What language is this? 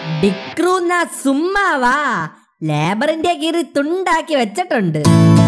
Malayalam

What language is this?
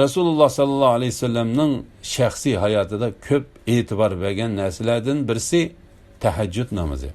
Uyghur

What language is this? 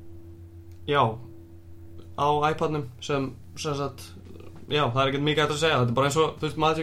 Icelandic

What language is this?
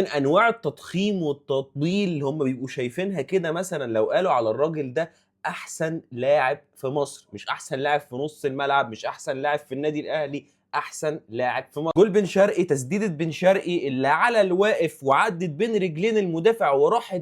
Egyptian Arabic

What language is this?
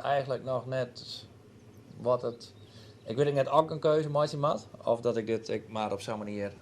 Western Frisian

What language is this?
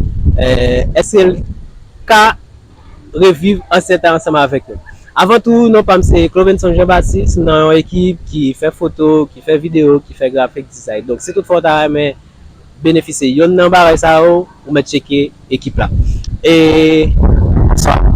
Haitian Creole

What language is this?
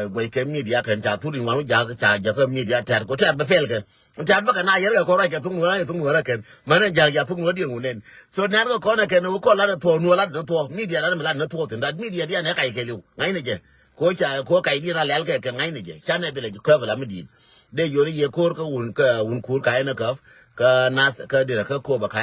Nuer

